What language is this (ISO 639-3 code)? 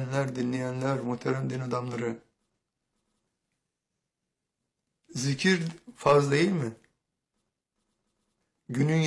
tur